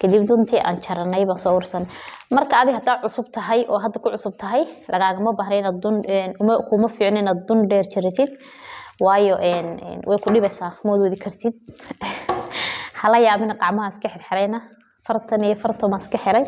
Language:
Somali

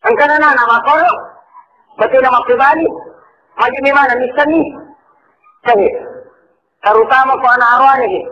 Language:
Buginese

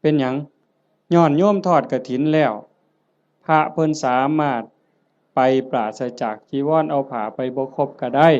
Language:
Northeastern Thai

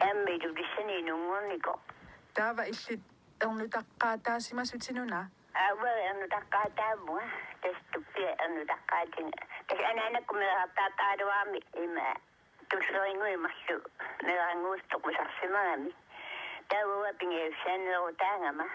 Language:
Kalaallisut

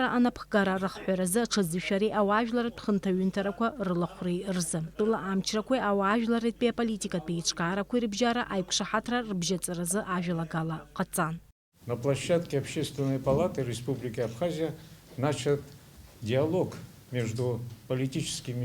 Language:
Abkhazian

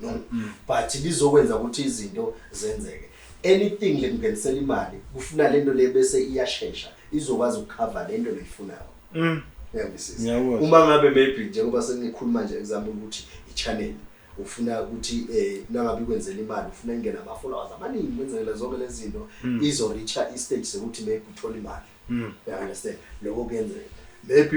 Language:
Zulu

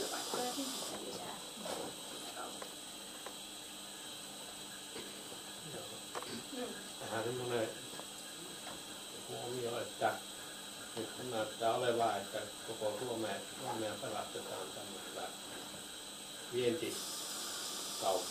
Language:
Finnish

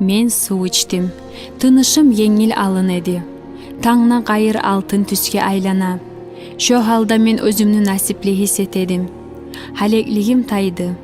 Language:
Kumyk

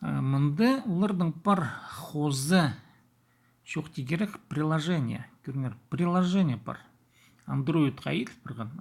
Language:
Khakas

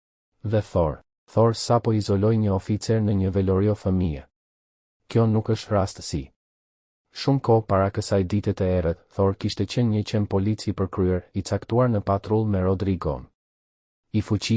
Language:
Albanian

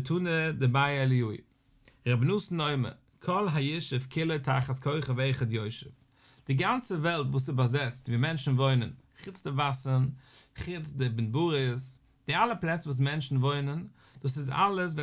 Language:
Yiddish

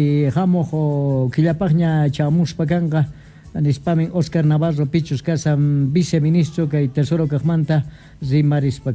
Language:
South Bolivian Quechua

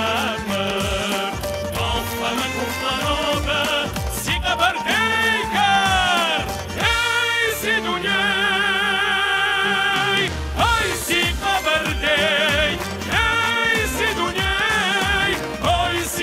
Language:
Kabardian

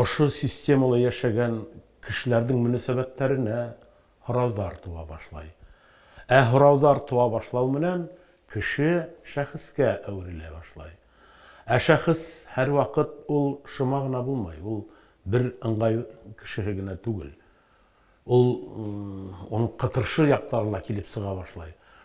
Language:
Bashkir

